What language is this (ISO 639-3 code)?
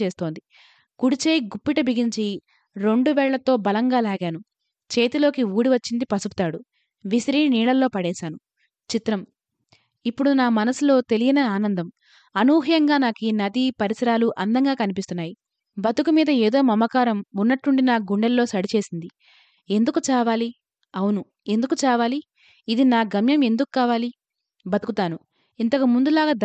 tel